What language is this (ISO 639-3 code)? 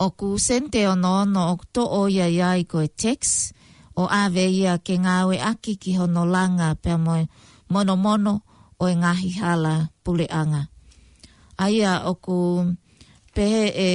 ton